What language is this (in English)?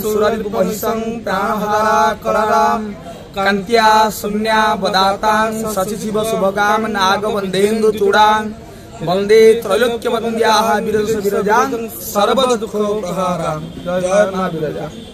Odia